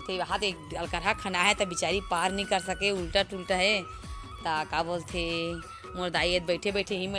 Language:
Chhattisgarhi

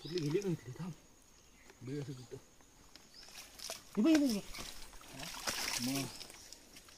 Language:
Marathi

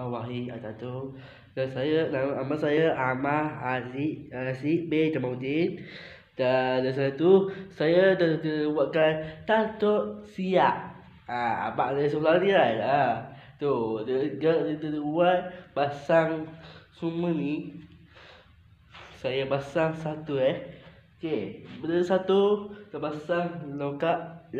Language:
Malay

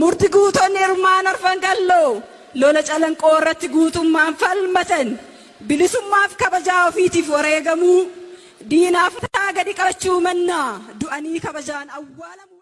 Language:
Oromo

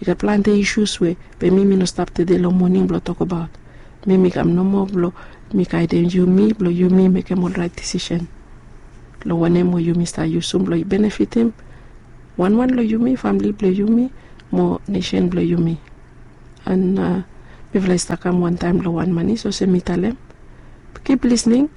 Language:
Bislama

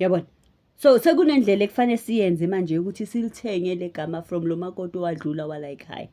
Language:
Zulu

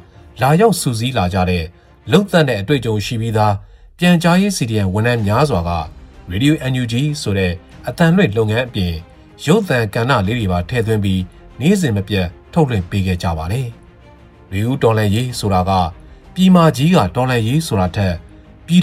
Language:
Burmese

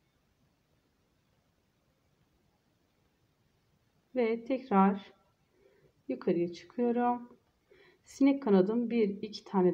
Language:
Turkish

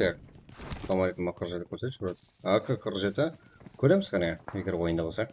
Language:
Kara-Kalpak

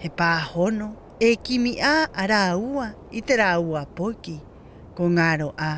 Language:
Rapanui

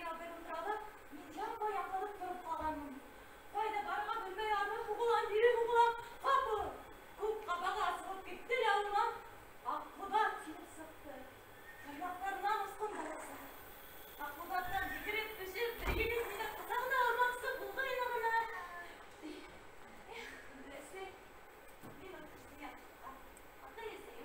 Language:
Bashkir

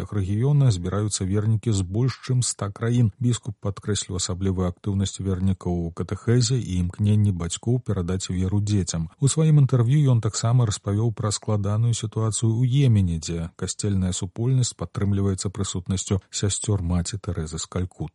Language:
Belarusian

